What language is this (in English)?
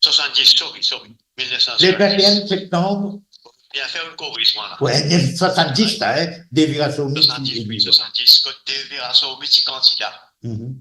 Morisyen